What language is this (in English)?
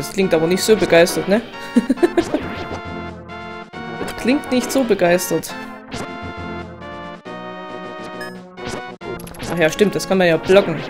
German